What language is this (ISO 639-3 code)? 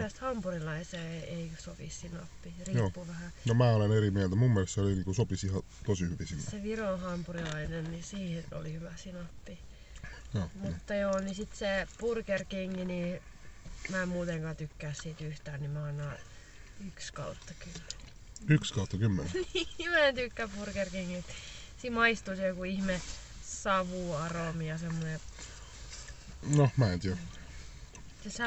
fin